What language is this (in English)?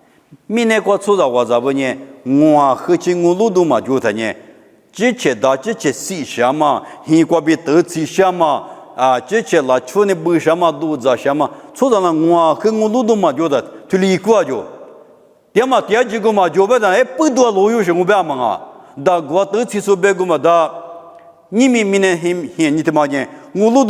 Lisu